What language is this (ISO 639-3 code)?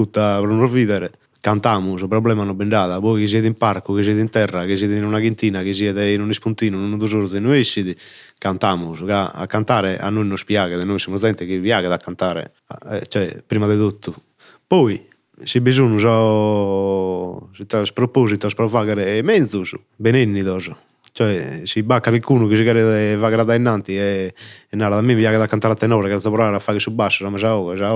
srd